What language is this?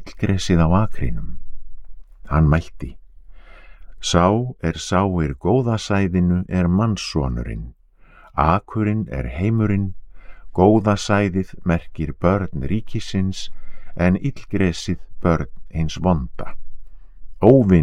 Icelandic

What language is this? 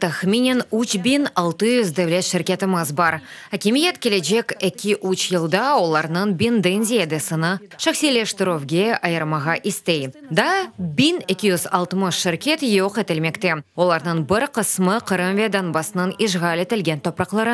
Crimean Tatar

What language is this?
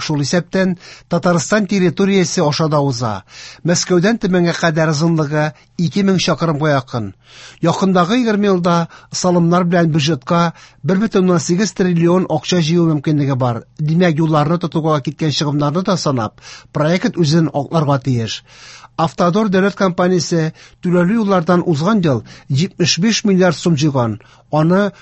Tatar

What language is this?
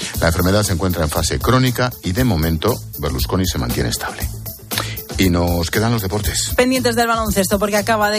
Spanish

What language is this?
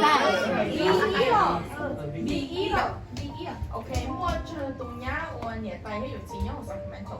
Hmong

